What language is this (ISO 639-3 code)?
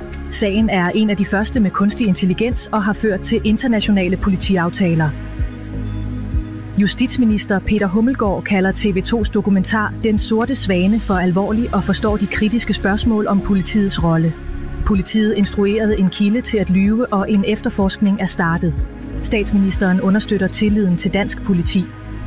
dan